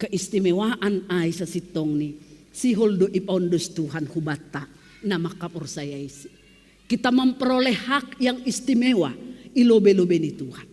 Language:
Batak Simalungun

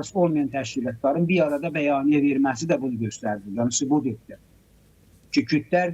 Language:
Azerbaijani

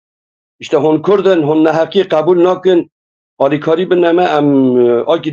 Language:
Kurdish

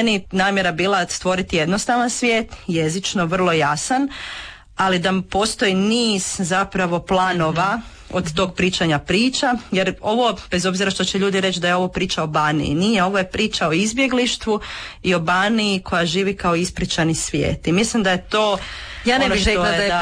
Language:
Croatian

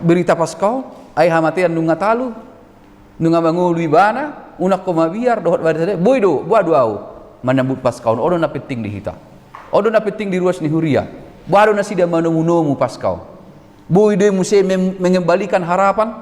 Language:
Batak Toba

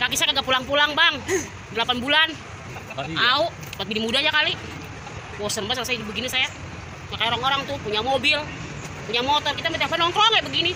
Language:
Betawi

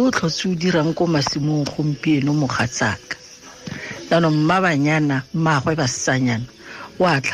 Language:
Tswana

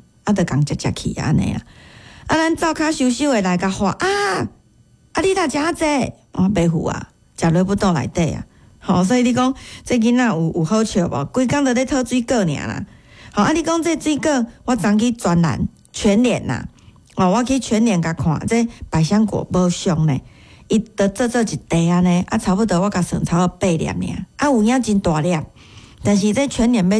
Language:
Min Nan Chinese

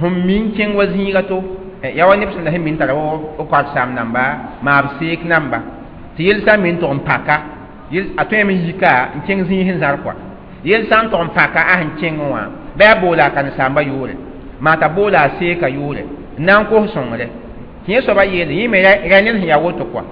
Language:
Mossi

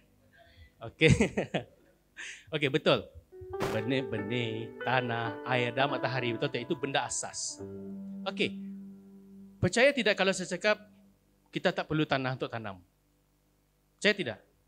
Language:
Malay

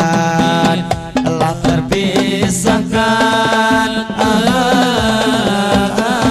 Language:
Banjar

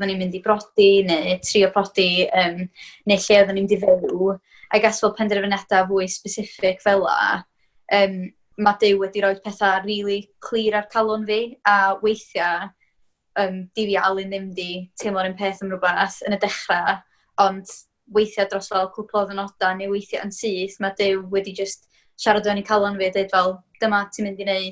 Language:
Welsh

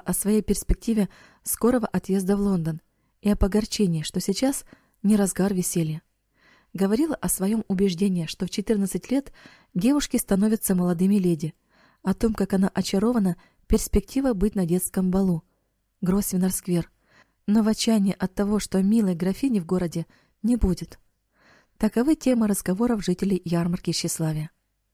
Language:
Russian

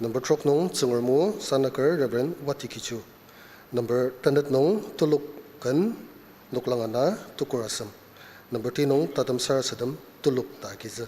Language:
Ao Naga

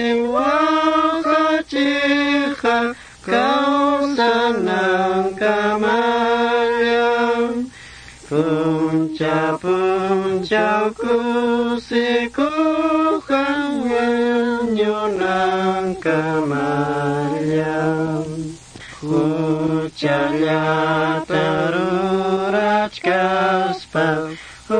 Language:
Quechua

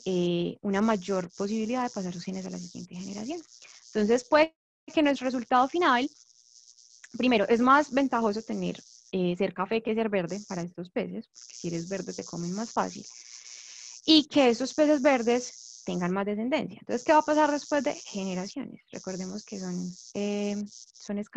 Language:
Spanish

